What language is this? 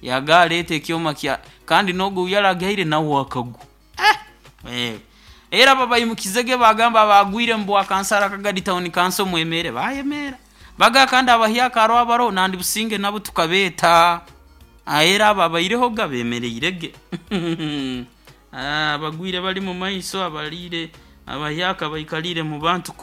Nyoro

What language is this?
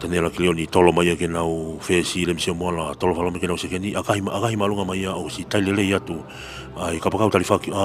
Tongan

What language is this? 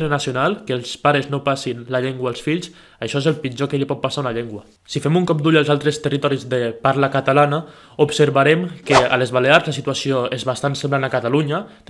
Catalan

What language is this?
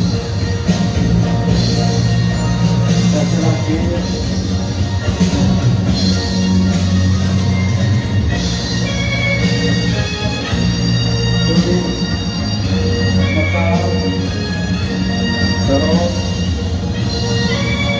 Indonesian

